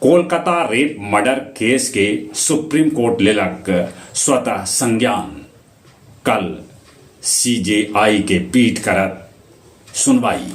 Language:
Magahi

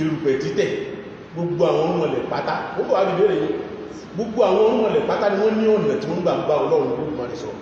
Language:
Yoruba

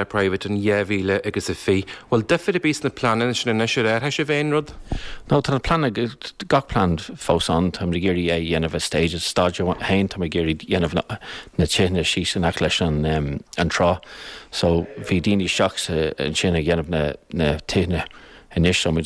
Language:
Irish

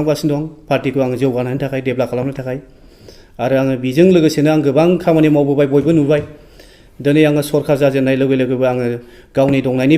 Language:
Bodo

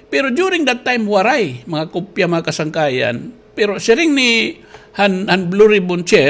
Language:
Waray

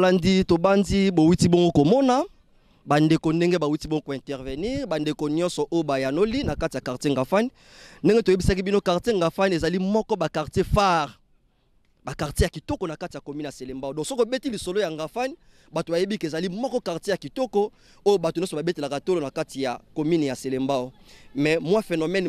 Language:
Lingala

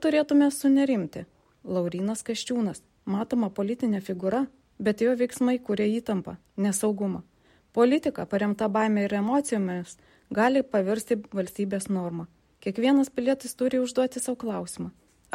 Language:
Lithuanian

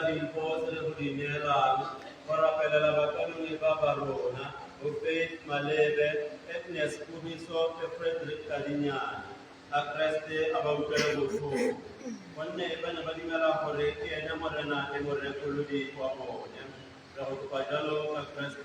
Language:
Tswana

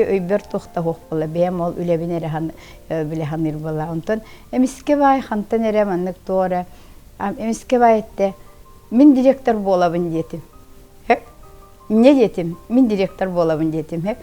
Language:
Yakut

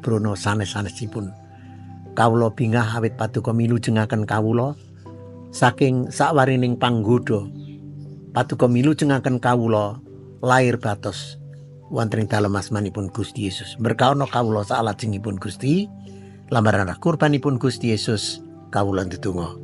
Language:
Javanese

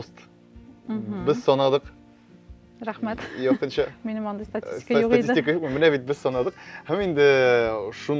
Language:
Tatar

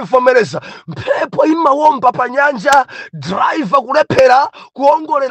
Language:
Nyanja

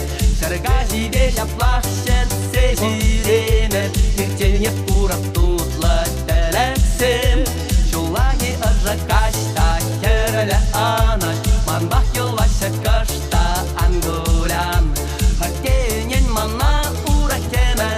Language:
Chuvash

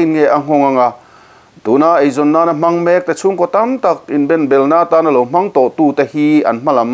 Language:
Mizo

